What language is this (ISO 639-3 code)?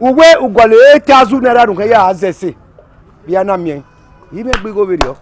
bin